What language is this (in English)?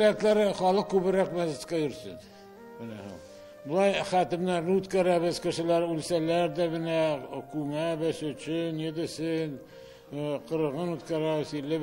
Tatar